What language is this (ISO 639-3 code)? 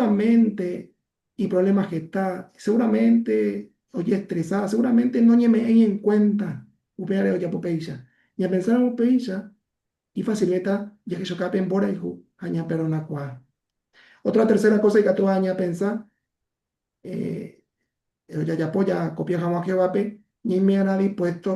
grn